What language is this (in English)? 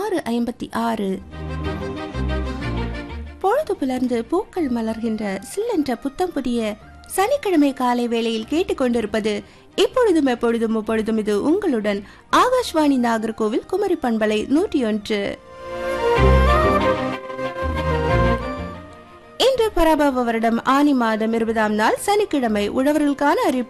Tamil